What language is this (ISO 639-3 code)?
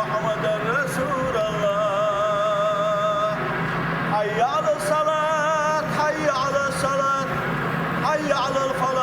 che